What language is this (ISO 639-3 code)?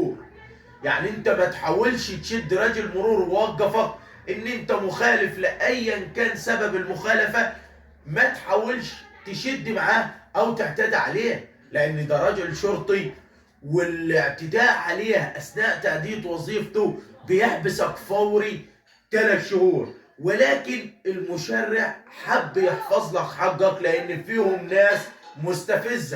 arz